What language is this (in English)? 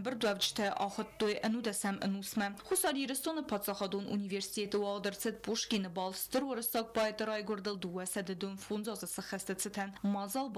Ossetic